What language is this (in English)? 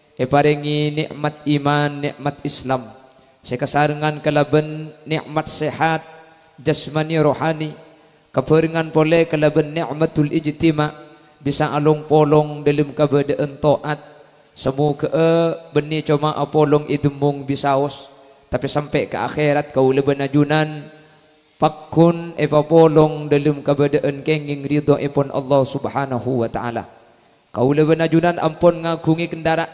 Madurese